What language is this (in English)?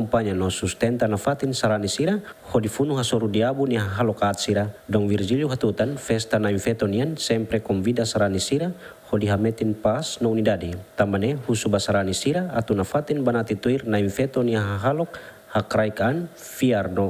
Tetum